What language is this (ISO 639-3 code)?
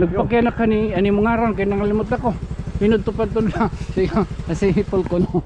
war